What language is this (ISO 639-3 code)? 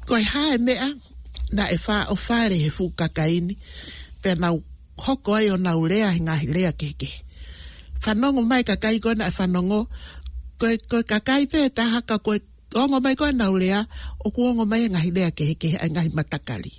ton